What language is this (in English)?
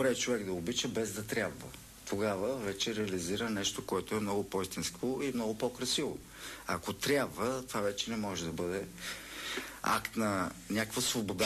Bulgarian